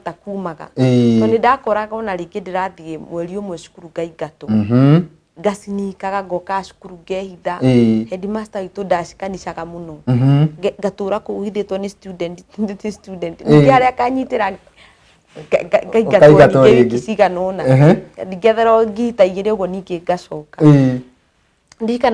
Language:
Kikuyu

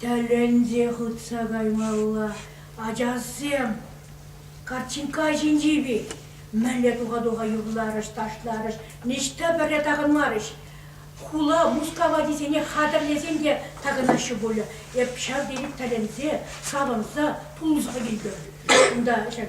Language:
Chuvash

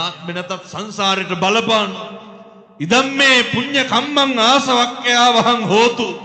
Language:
Sinhala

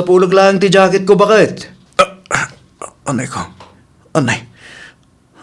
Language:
Iloko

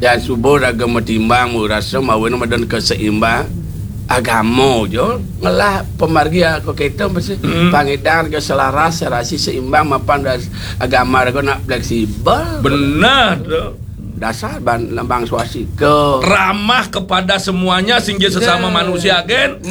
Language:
Balinese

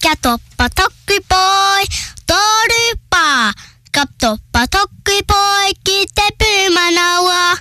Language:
Māori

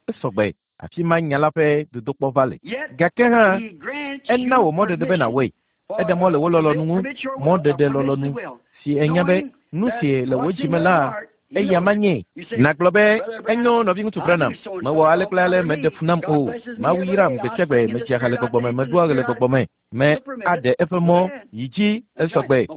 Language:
Ewe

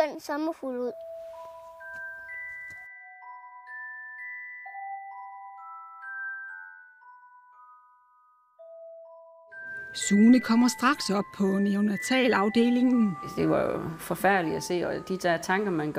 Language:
Danish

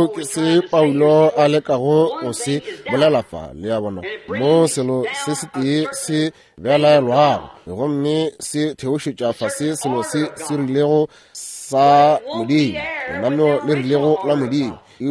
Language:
Northern Sotho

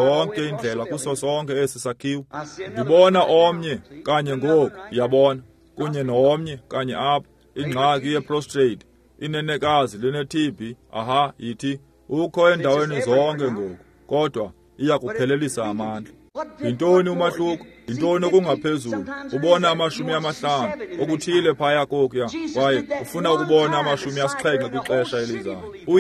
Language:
Xhosa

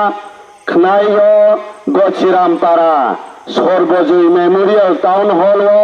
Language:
Riang (India)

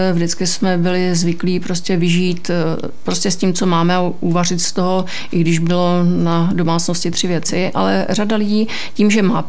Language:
Czech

